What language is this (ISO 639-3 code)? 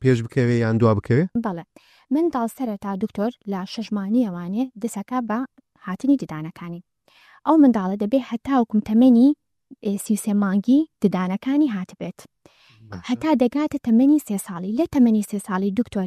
ckb